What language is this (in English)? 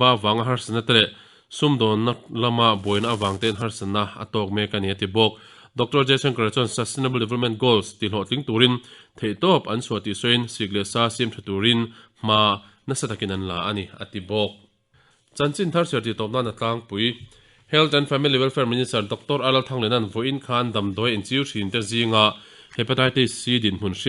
Mizo